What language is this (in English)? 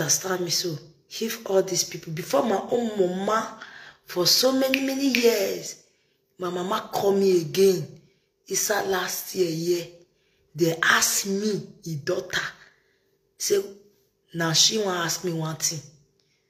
Nigerian Pidgin